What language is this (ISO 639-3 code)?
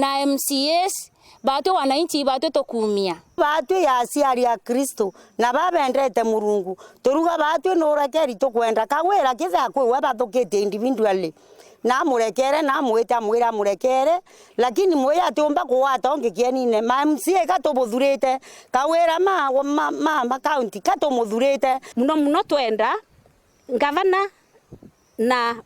mer